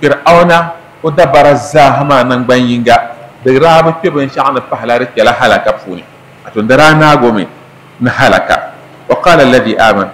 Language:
Dagbani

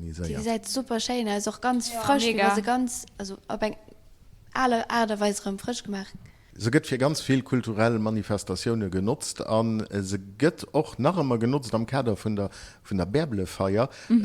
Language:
Luxembourgish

